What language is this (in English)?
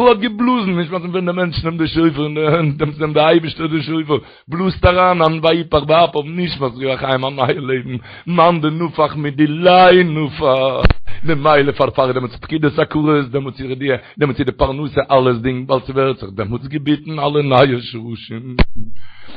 Yiddish